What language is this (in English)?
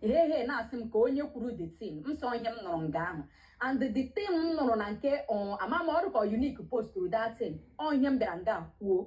Igbo